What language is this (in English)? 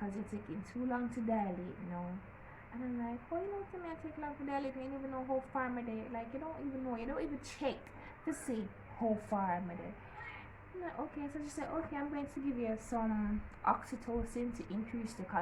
Jamaican Creole English